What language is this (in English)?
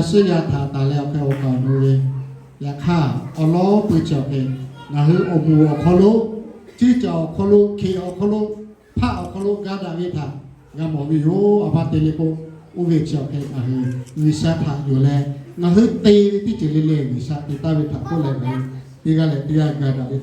Lahu